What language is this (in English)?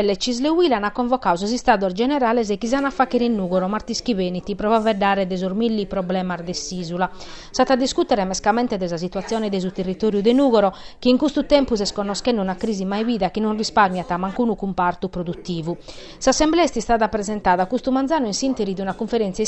Sardinian